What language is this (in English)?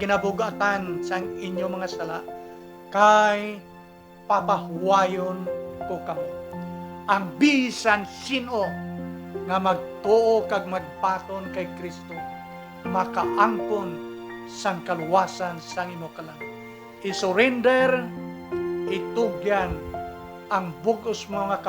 Hiligaynon